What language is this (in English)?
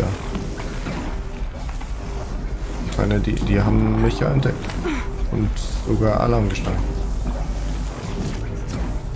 German